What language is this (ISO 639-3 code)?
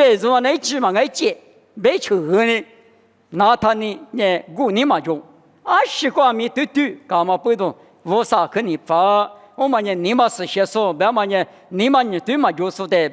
lis